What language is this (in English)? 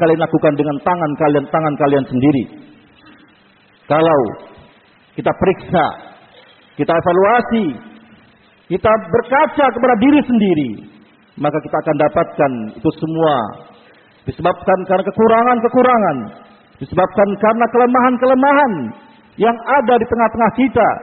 Indonesian